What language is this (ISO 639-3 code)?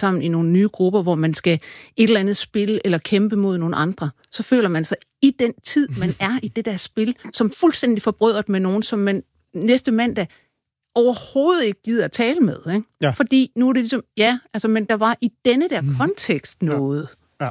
dan